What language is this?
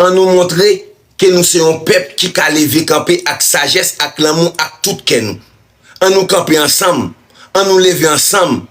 Haitian Creole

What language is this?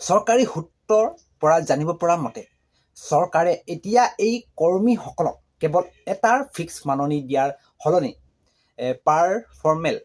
Assamese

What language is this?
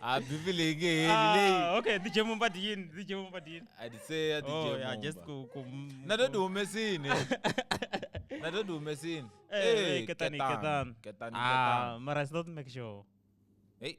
Tsonga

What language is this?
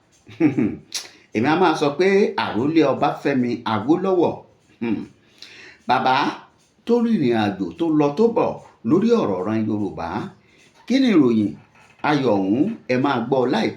Yoruba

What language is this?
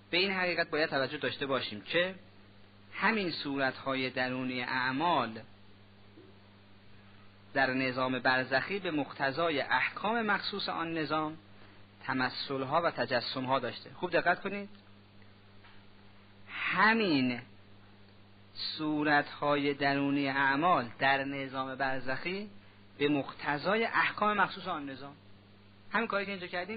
Persian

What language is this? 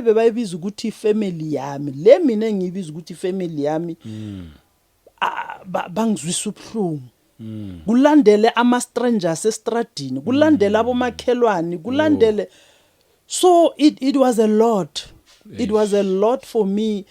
Zulu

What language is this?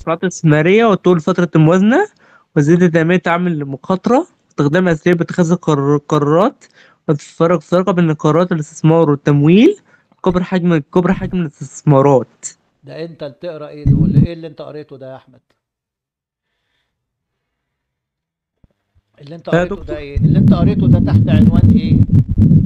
Egyptian Arabic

